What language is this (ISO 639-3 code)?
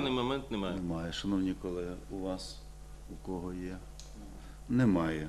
ukr